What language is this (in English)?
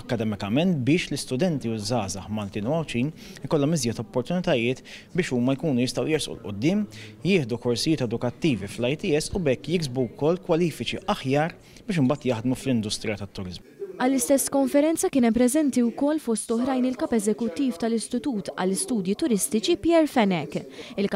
Maltese